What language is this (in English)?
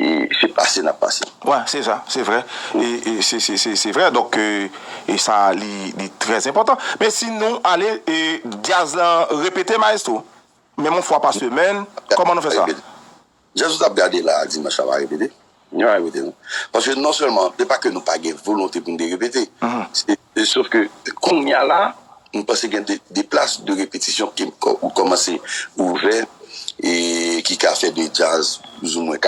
Haitian Creole